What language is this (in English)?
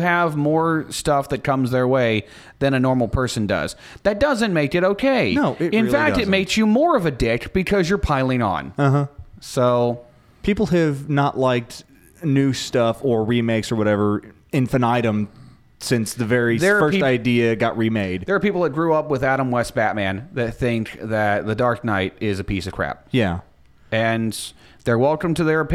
English